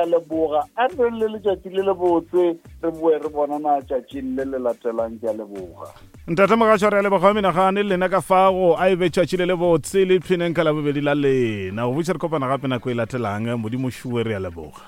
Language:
Northern Sotho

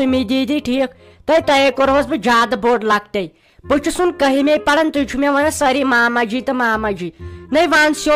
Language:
Kashmiri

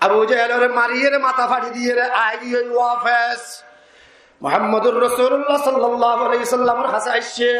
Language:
Rohingya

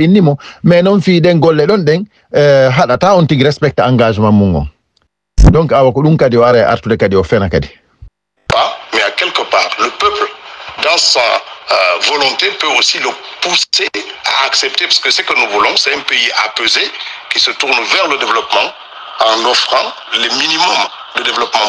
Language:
Fula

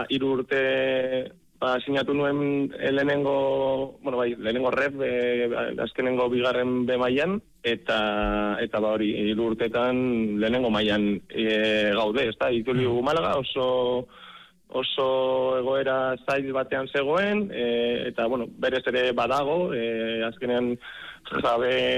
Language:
Basque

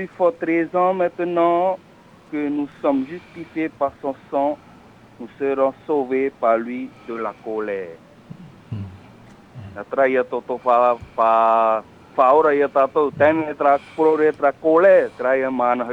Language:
Tahitian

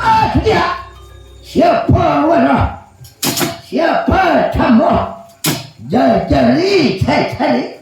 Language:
Banjar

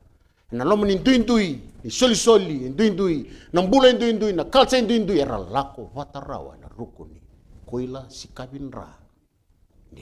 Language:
Fijian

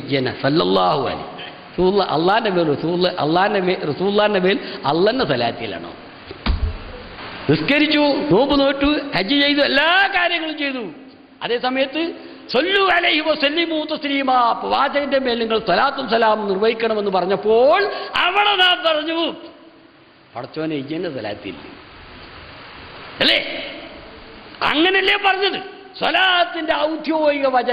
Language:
Malayalam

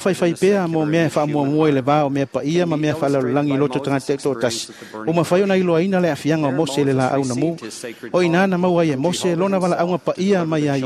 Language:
Samoan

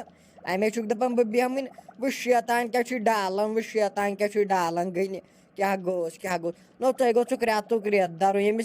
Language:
Kashmiri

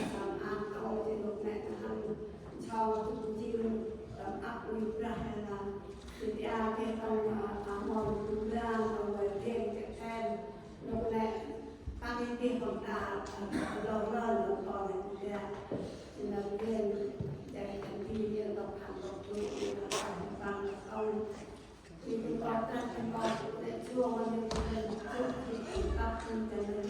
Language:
Central Mnong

